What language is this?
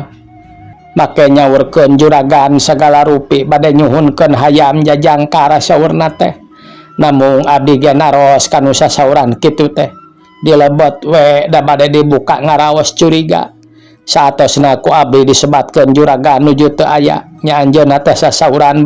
Sundanese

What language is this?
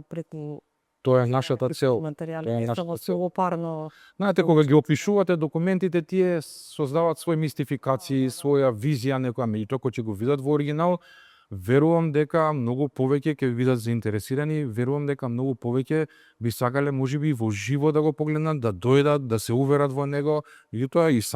Macedonian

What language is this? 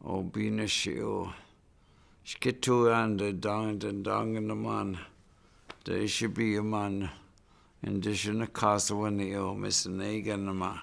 Chippewa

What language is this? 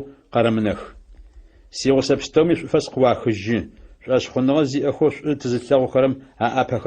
Adyghe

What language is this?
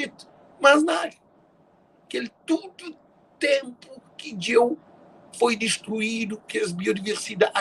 Kabuverdianu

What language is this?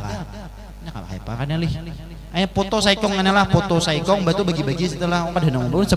Banjar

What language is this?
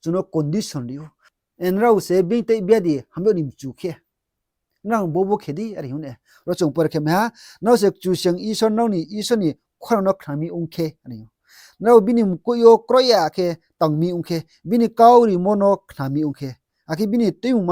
Riang (India)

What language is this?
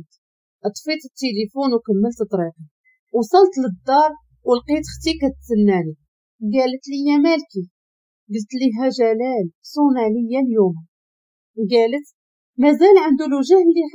Moroccan Arabic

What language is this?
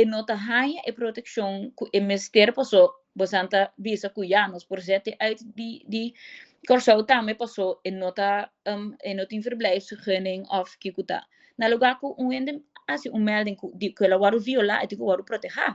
Papiamento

